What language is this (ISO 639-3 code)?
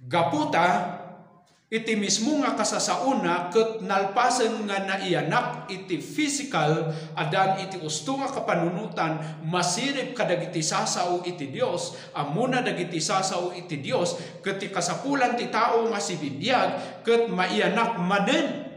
ilo